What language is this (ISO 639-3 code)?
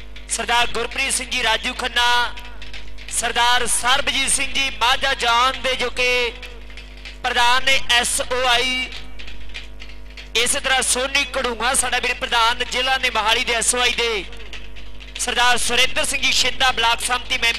pan